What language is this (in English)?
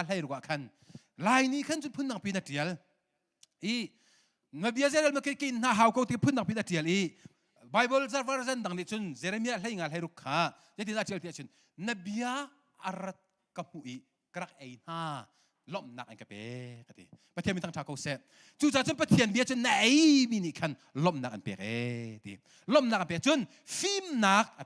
Hakha Chin